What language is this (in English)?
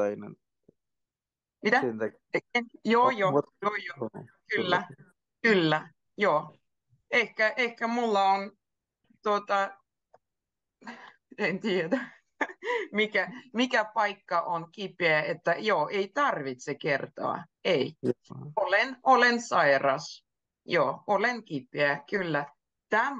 Finnish